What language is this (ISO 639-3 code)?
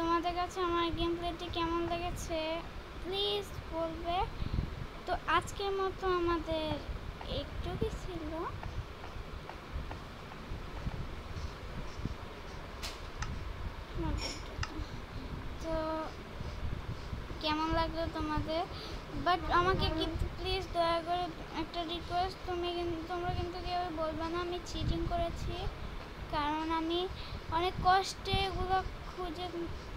ben